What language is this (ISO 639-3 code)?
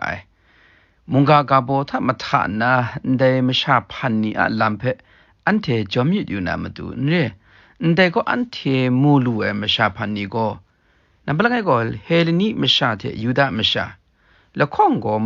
kac